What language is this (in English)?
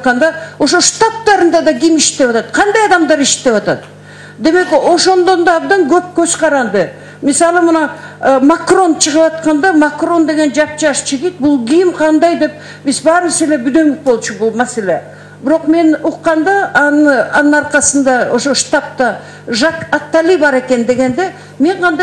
Kyrgyz